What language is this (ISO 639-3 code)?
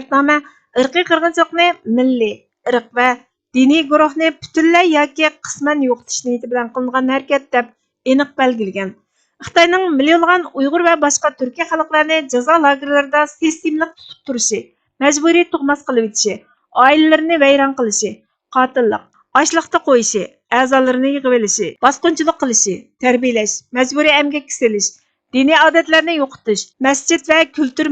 uig